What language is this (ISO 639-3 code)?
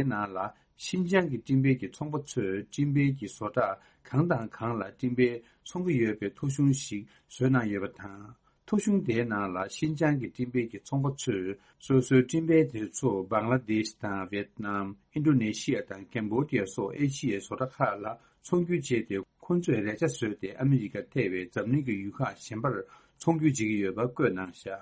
bod